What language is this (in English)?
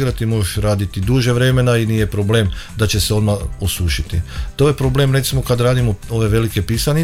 Croatian